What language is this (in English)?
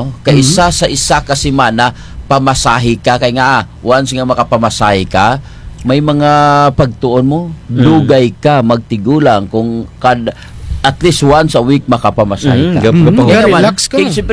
Kinaray-a